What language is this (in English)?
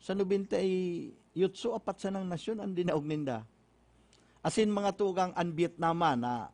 Bikol